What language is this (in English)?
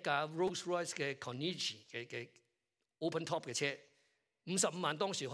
Cantonese